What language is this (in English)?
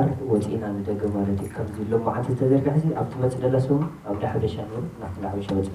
Tigrinya